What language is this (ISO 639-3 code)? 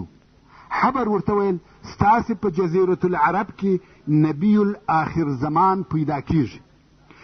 pus